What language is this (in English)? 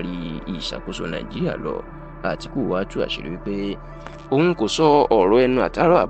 Yoruba